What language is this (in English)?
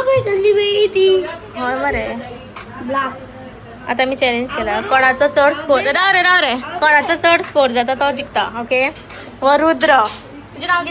Konkani